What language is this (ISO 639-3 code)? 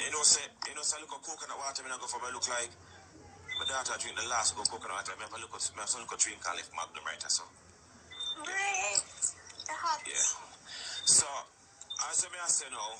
jam